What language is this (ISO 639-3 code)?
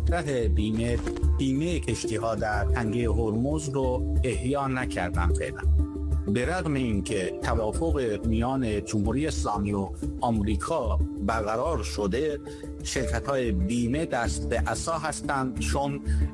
fas